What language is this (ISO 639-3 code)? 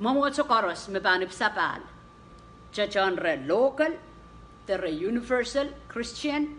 pon